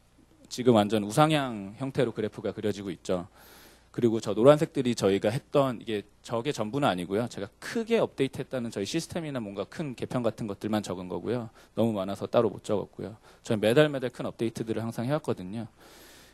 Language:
Korean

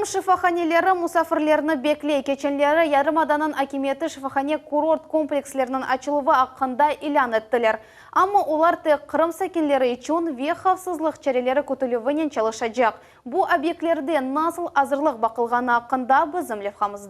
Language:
Crimean Tatar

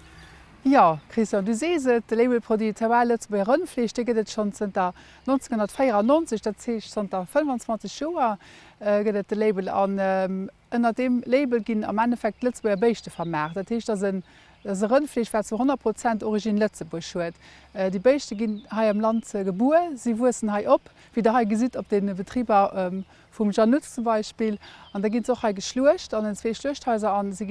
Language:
Luxembourgish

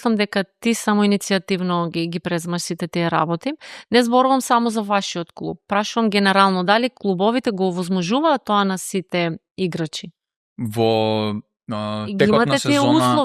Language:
Macedonian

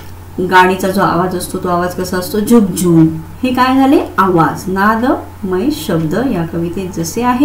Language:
Marathi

